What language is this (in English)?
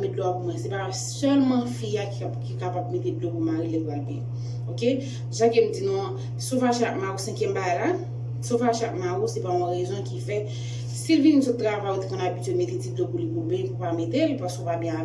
Haitian Creole